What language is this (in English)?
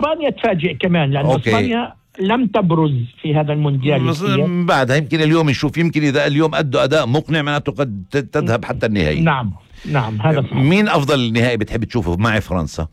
North Levantine Arabic